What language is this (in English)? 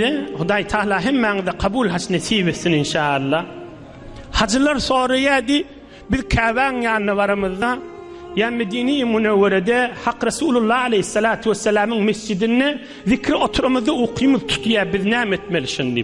Turkmen